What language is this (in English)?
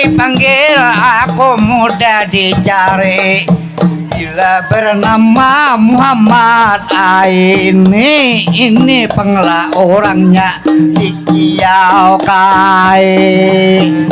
Banjar